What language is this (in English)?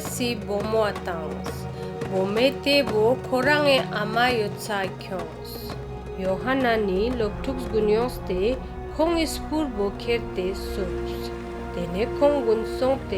Ladakhi